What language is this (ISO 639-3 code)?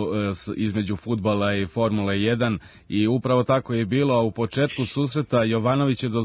srp